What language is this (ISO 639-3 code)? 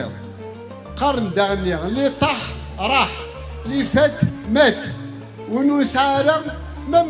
kab